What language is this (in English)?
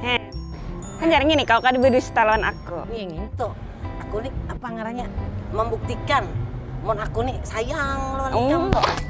Banjar